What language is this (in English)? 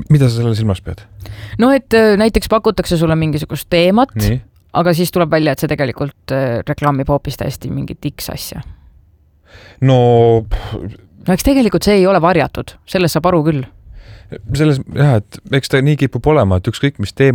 Estonian